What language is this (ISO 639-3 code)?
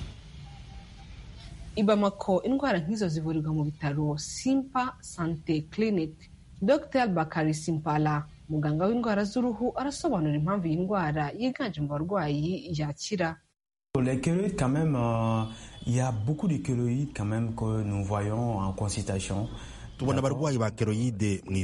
kin